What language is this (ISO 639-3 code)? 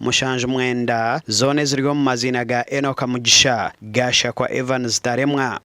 nyn